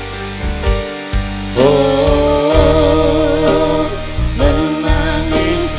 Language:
Indonesian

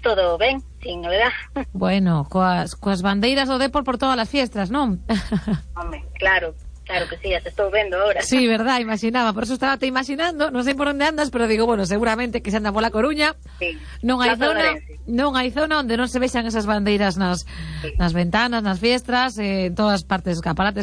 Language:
Galician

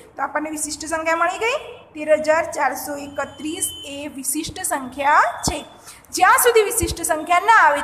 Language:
Gujarati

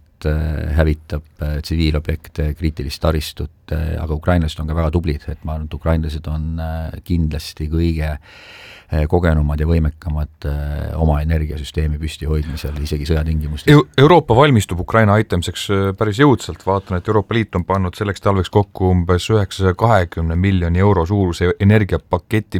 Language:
Estonian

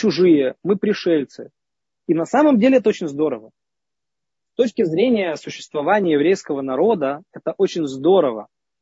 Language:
Russian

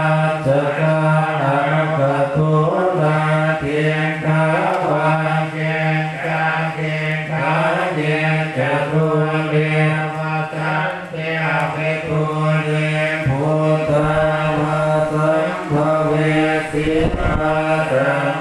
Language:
Pali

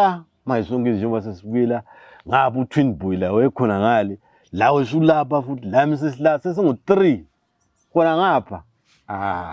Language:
North Ndebele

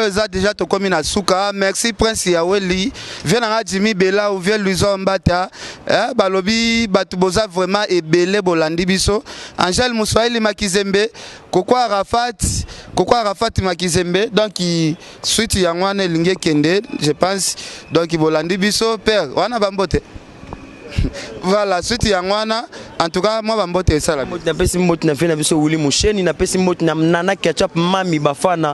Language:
Lingala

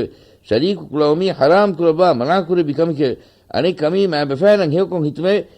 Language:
Divehi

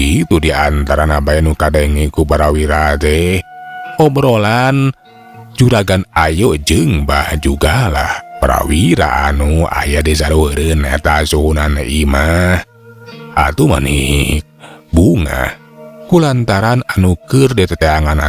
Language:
Sundanese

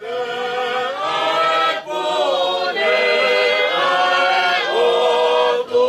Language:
Tongan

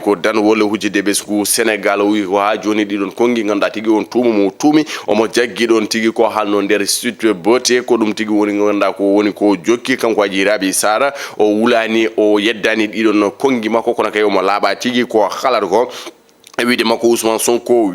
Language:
Fula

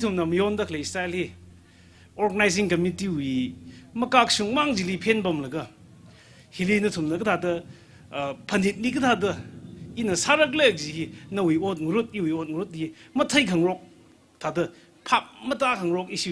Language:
Tangkhul Naga (India)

